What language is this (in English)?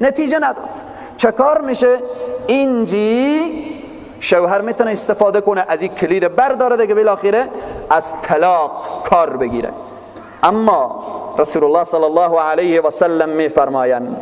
Persian